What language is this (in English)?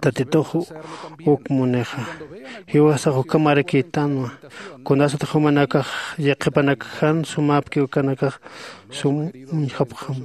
Aymara